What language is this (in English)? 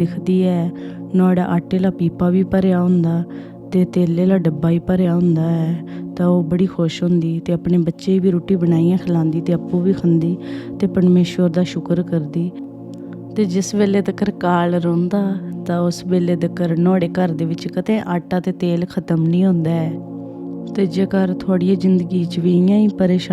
Dogri